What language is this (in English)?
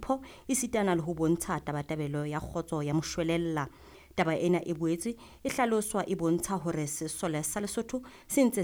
Southern Sotho